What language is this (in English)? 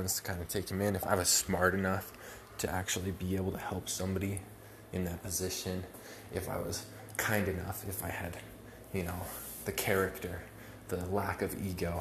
English